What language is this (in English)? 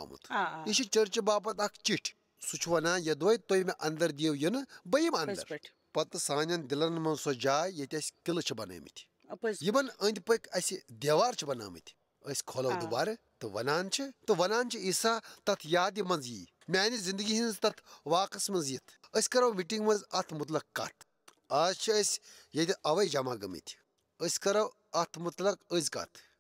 Kashmiri